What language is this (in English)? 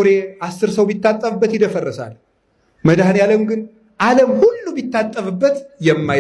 Amharic